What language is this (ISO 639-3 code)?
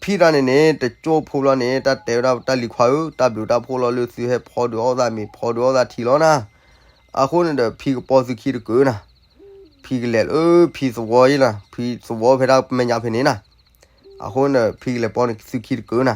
ksw